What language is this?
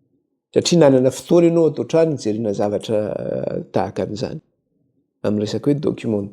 Malagasy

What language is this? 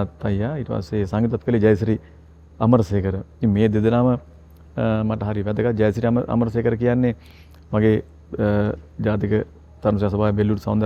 Sinhala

